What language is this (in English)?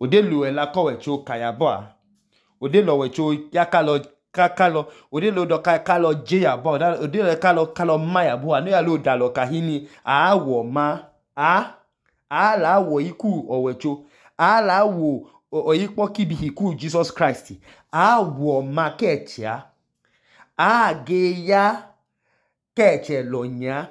Idoma